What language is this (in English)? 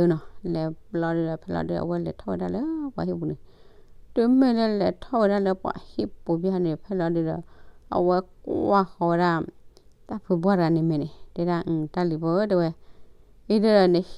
S'gaw Karen